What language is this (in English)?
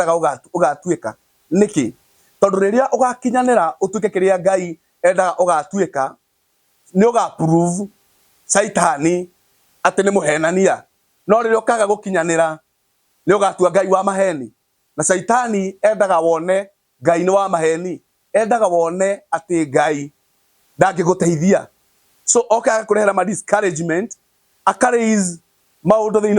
Kikuyu